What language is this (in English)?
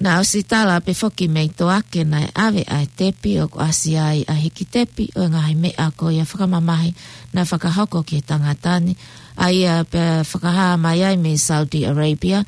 Tongan